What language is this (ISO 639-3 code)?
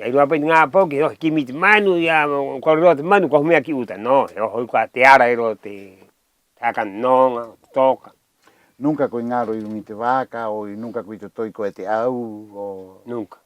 rap